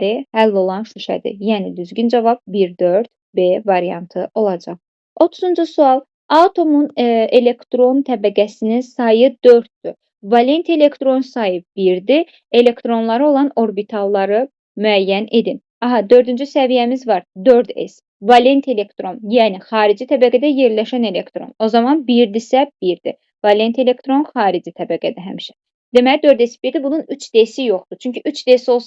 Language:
Azerbaijani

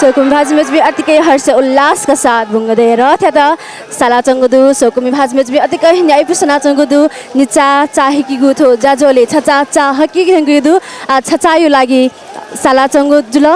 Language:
Newari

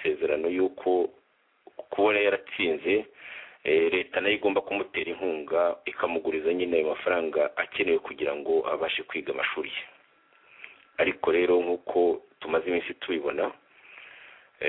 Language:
Kinyarwanda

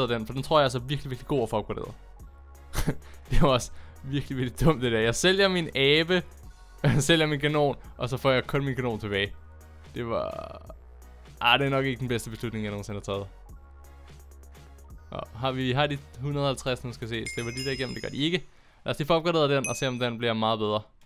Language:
Danish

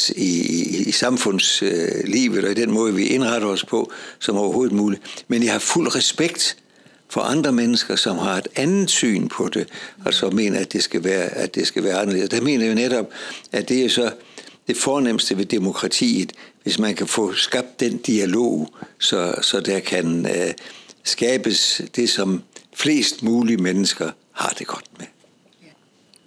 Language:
Danish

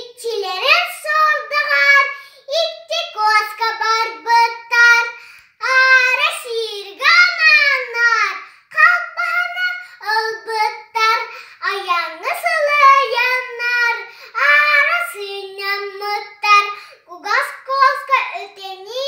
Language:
Yakut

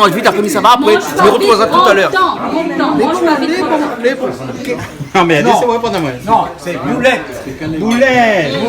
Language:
Réunion Creole French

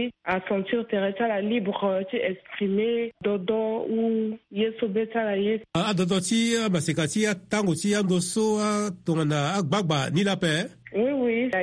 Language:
Sango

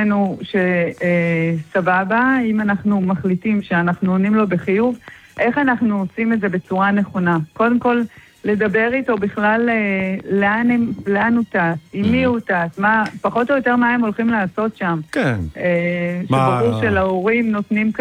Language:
Hebrew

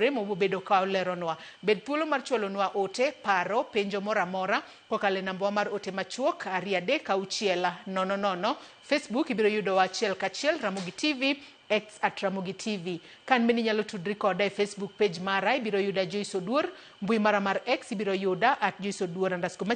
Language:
Luo (Kenya and Tanzania)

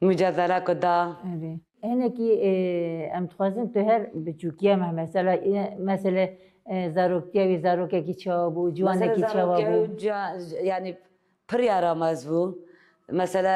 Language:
Kurdish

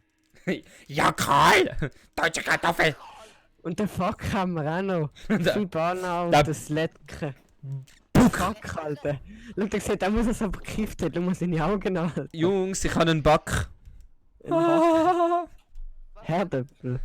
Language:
Swiss German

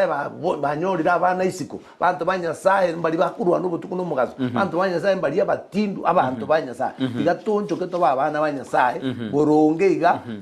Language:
Gusii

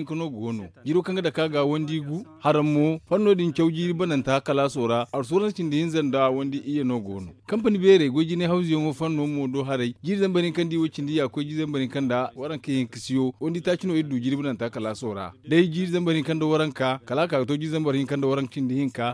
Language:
Zarma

